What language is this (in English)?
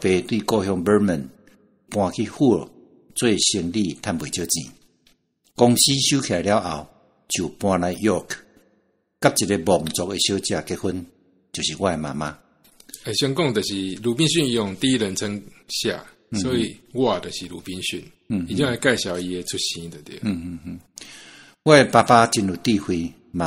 Min Nan Chinese